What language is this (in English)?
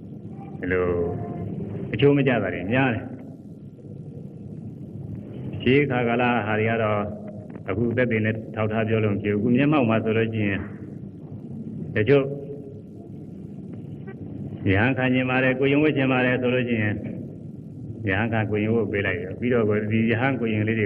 Burmese